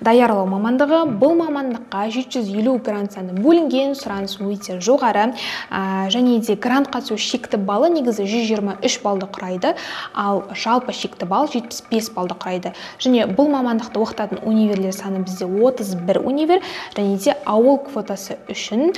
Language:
Kazakh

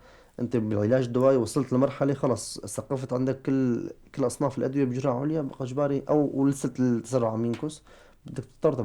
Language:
North Levantine Arabic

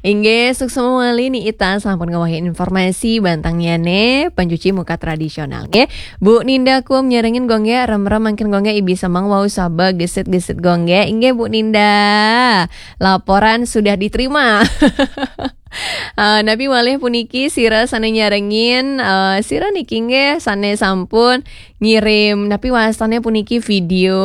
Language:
Balinese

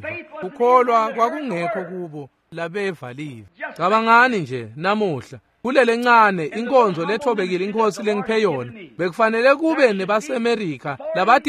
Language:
Swati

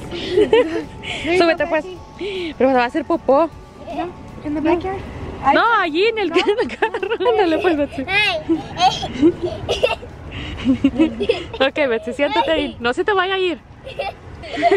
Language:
Spanish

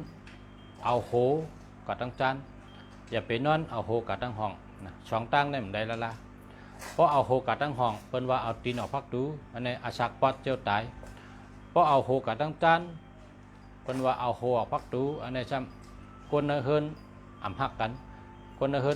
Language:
Shan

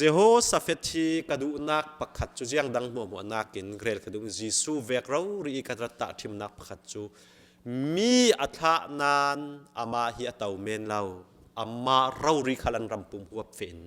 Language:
Falam Chin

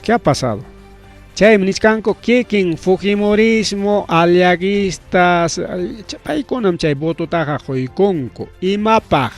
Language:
Ayacucho Quechua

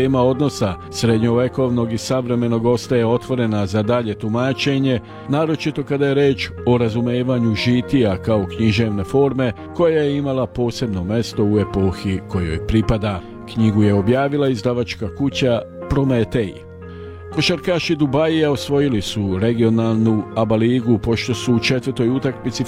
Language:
Serbian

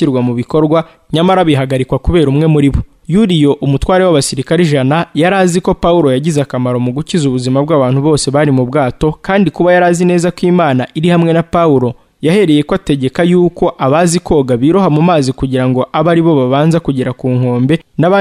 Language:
Kinyarwanda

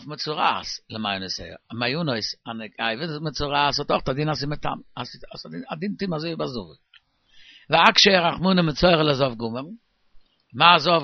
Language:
Yiddish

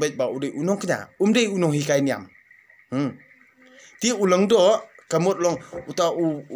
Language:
Khasi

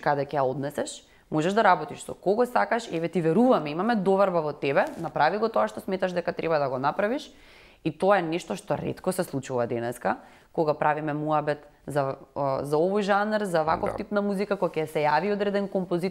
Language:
Macedonian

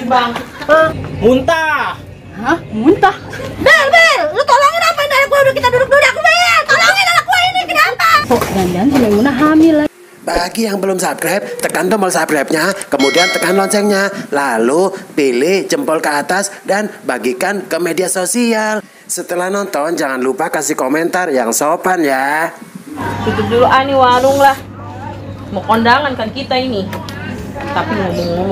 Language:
Betawi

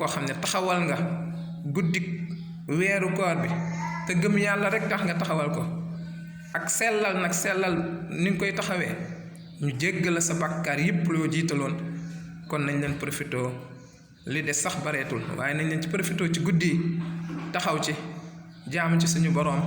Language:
Wolof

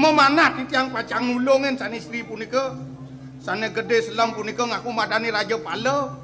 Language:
Balinese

